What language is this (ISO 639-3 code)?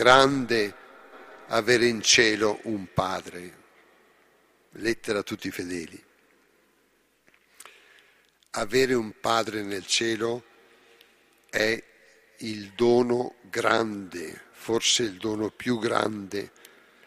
ita